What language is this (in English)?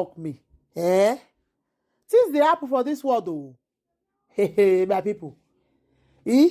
Nigerian Pidgin